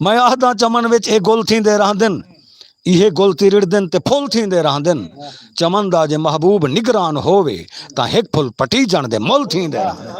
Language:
Saraiki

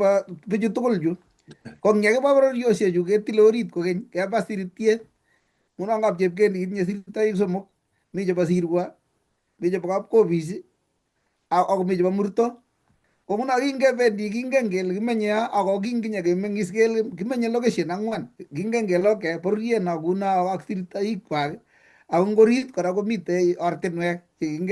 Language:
Kalenjin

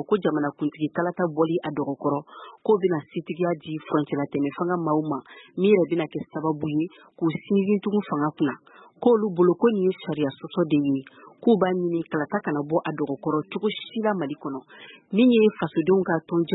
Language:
Bambara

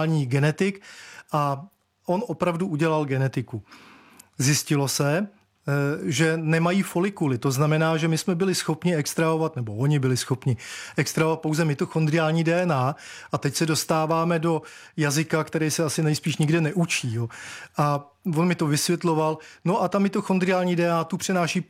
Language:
Czech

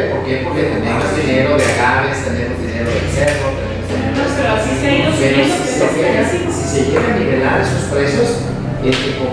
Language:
Spanish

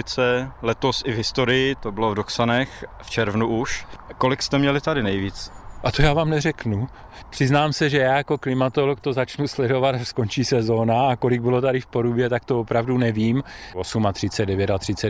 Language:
Czech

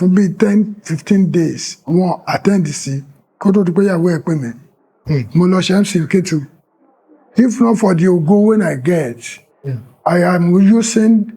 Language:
Yoruba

